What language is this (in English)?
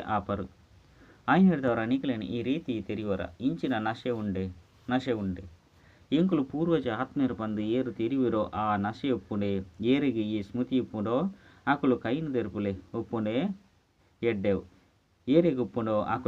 Tulu